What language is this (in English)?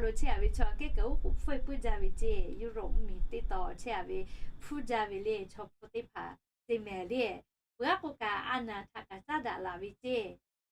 Lahu